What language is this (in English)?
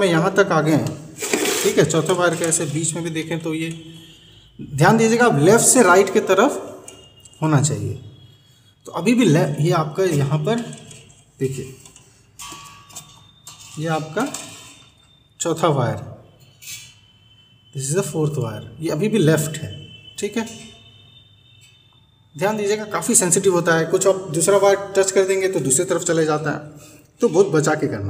Hindi